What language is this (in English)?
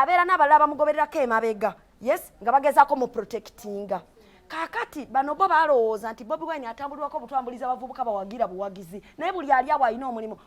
Ganda